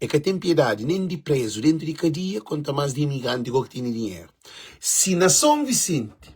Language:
Kabuverdianu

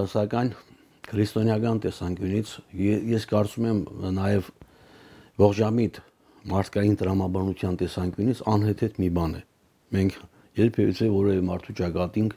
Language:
Armenian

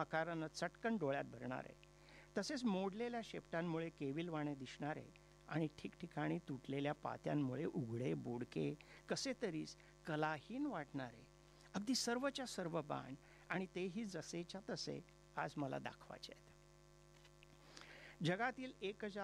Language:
Marathi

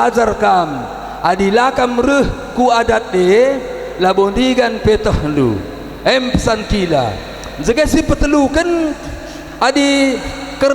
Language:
Batak Karo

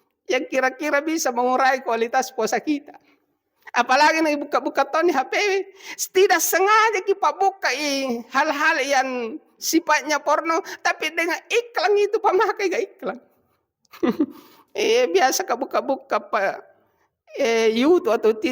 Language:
Buginese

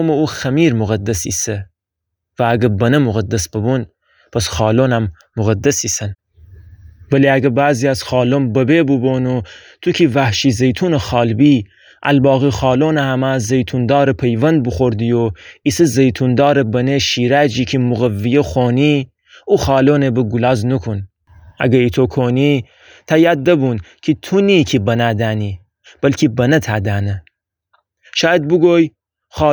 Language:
Gilaki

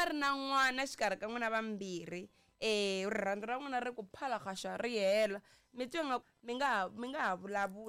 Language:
Tsonga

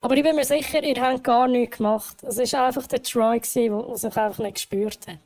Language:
Swiss German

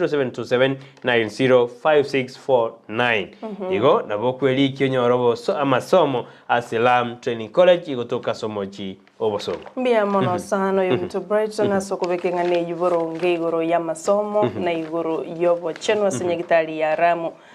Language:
Gusii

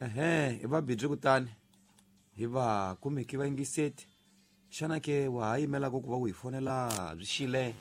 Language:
Tsonga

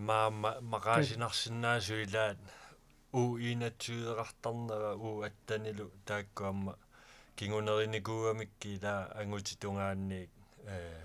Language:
Kalaallisut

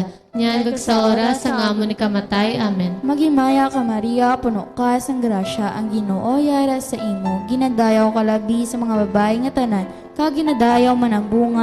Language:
Hiligaynon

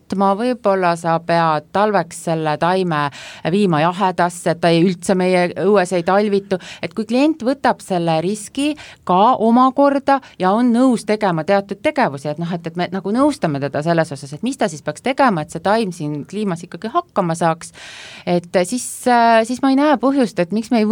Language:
Estonian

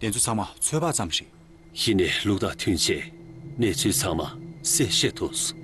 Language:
Tibetan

